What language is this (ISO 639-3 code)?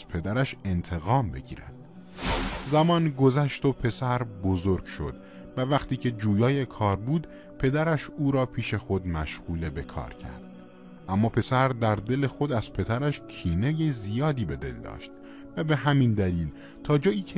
tgk